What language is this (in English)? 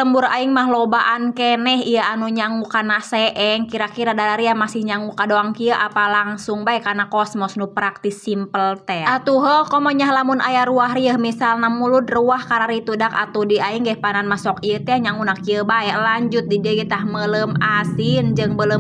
Sundanese